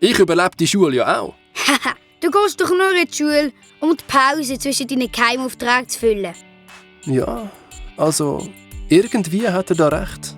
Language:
Swiss German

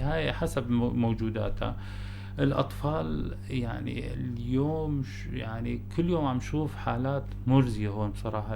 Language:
North Levantine Arabic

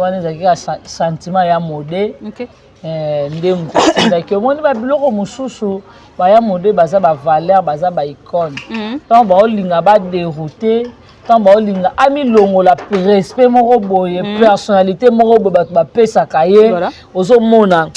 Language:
Lingala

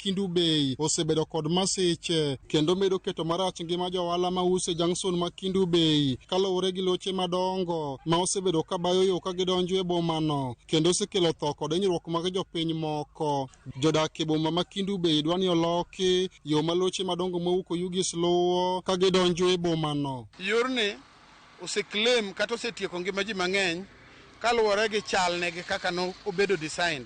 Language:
Luo (Kenya and Tanzania)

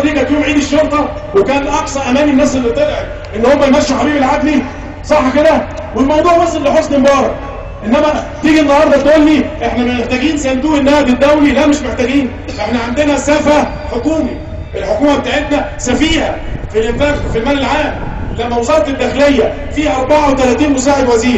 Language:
Egyptian Arabic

